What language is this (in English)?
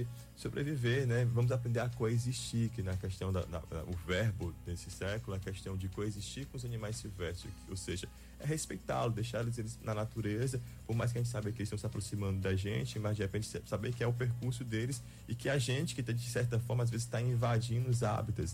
Portuguese